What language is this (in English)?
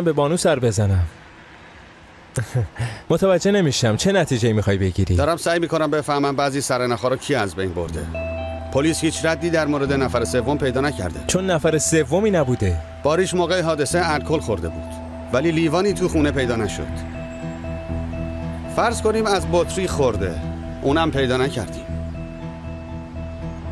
Persian